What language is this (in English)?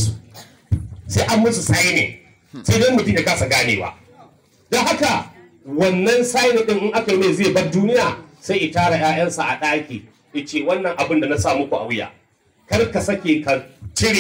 Hausa